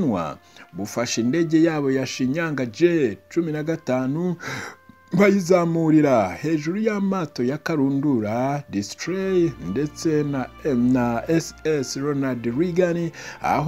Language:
Kinyarwanda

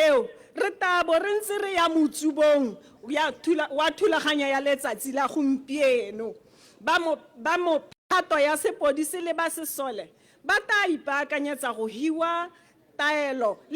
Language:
Tswana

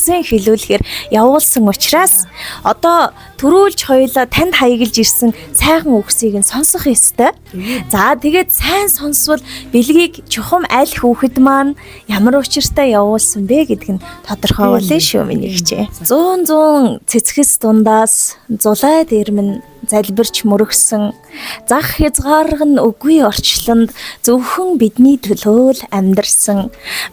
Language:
Mongolian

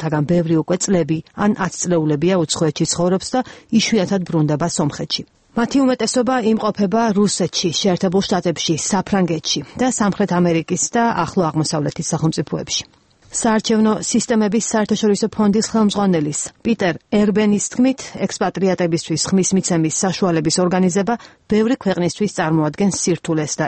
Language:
Georgian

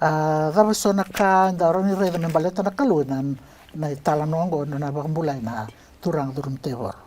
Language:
Fijian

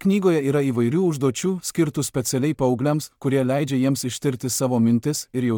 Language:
Lithuanian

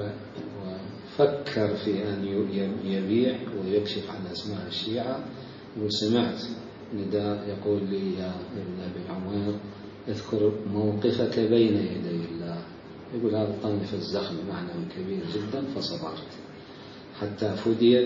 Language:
Mesopotamian Arabic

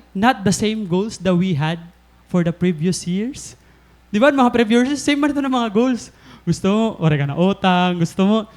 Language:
Waray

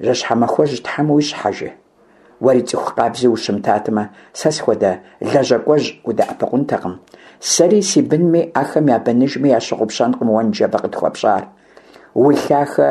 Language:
Kabardian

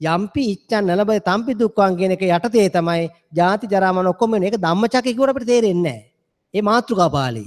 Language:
Sinhala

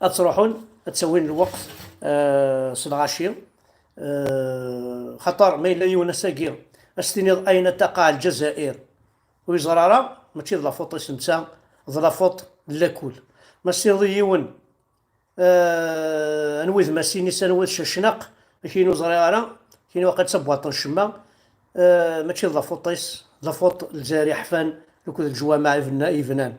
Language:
Kabyle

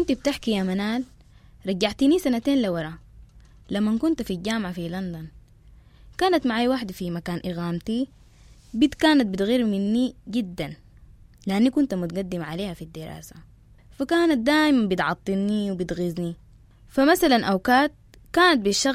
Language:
Sudanese Arabic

